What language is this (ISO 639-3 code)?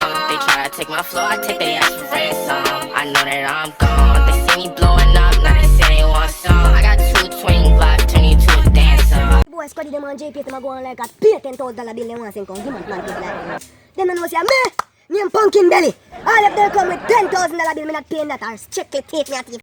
jam